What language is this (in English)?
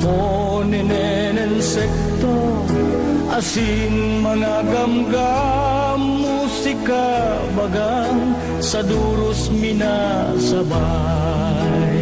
Bikol